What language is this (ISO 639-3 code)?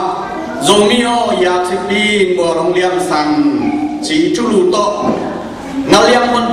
ctd